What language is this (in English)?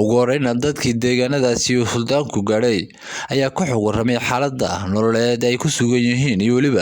Somali